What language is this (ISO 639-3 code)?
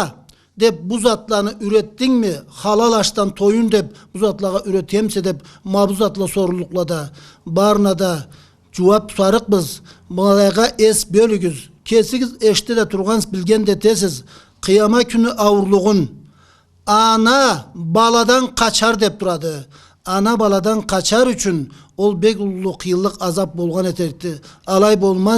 krc